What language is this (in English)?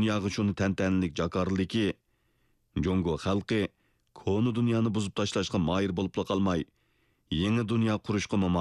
Uyghur